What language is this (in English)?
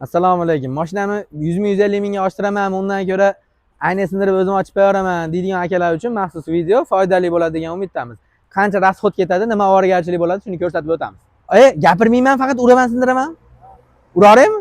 Uzbek